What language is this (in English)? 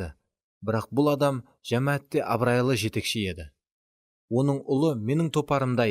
Kara-Kalpak